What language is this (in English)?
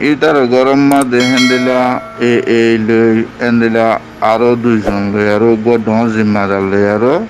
Rohingya